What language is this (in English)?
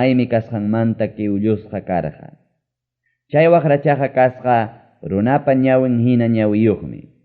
Ayacucho Quechua